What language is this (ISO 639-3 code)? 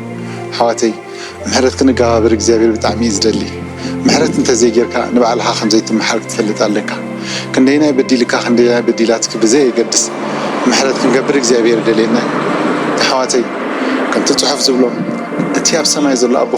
tir